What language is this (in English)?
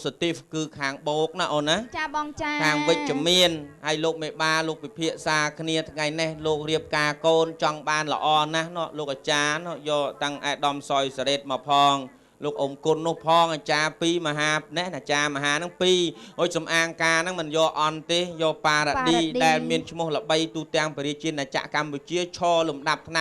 Khmer